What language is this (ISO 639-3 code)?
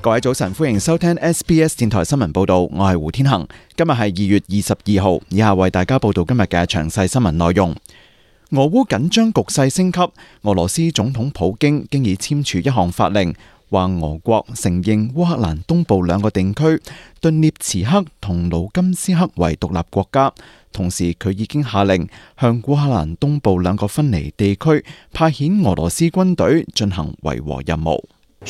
yue